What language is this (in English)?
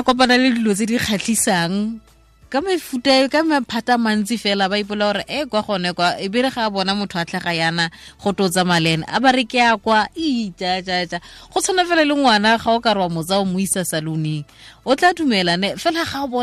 Tswana